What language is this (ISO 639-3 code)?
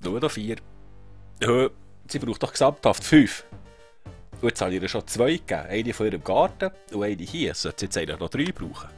gsw